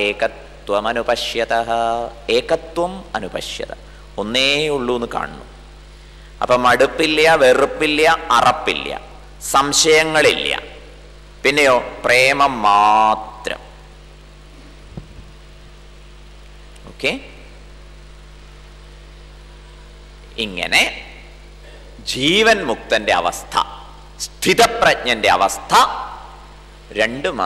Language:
Malayalam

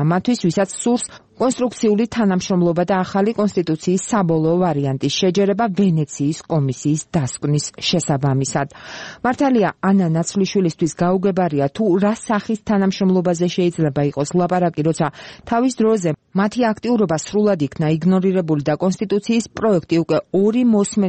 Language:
Georgian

